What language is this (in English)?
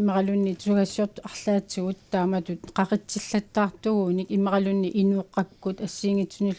Kalaallisut